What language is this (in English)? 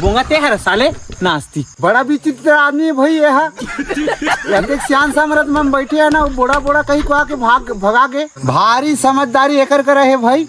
Chhattisgarhi